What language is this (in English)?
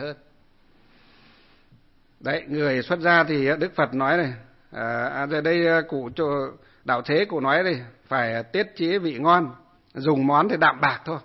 Vietnamese